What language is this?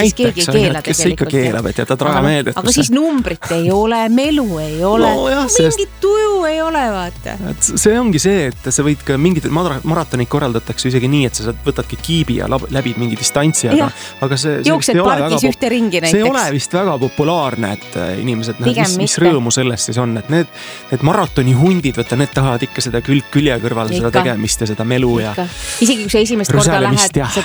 Estonian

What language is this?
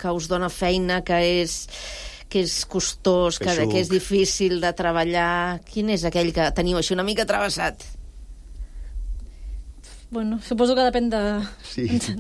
Catalan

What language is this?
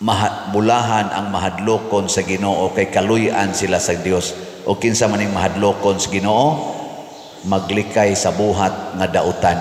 Cebuano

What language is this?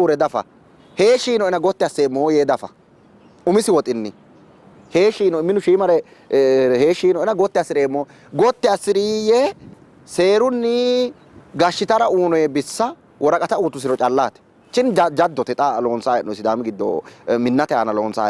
Sidamo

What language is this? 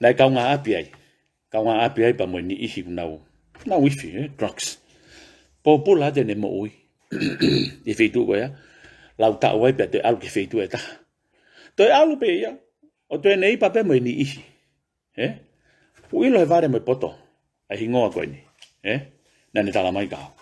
Tongan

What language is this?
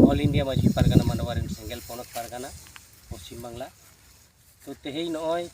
Santali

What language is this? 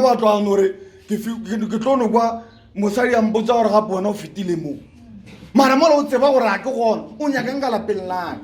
Northern Sotho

